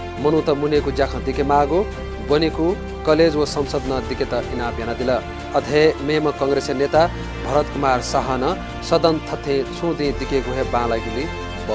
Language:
Newari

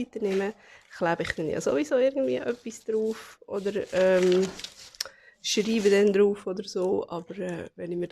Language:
Swiss German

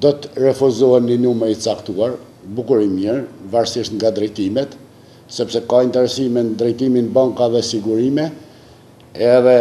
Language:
Albanian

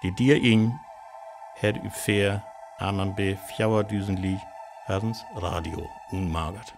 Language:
Northern Frisian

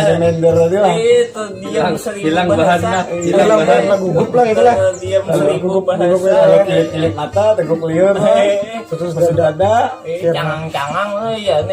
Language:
Banjar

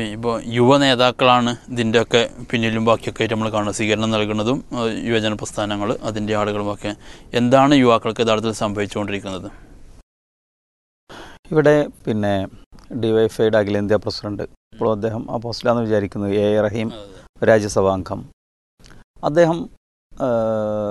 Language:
Malayalam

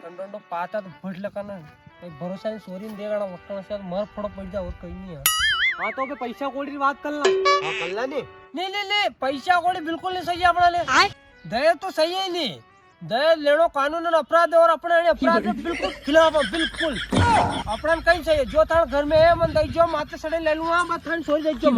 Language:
Rajasthani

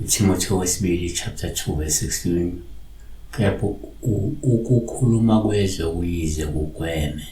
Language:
Zulu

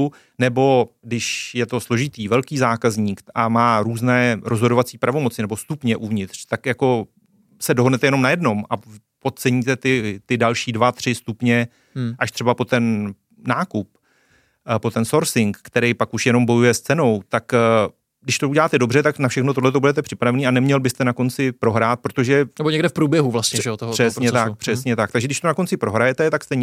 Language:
Czech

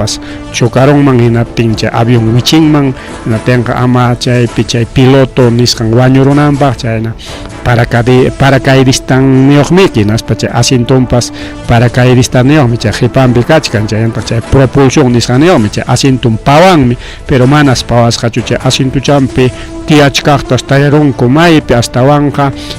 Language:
Ayacucho Quechua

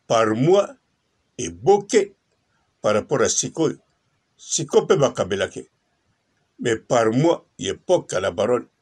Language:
Lingala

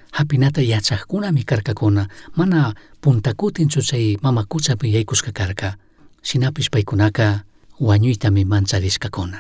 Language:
Chimborazo Highland Quichua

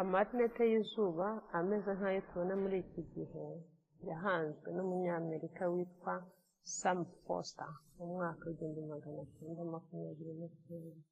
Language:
Kinyarwanda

